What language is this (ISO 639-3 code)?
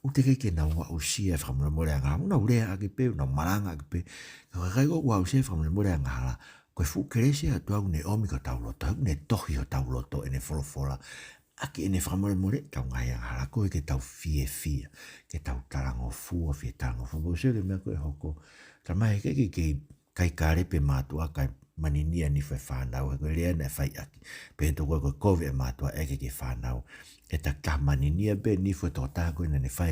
ton